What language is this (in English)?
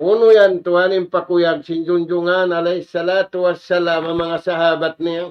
Tausug